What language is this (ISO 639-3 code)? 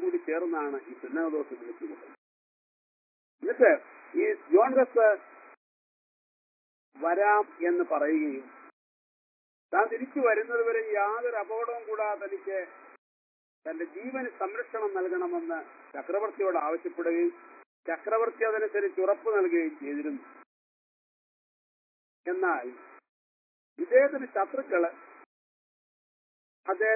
mal